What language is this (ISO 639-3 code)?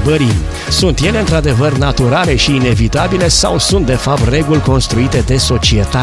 ron